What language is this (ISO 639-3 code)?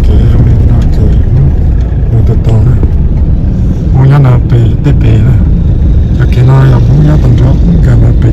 vie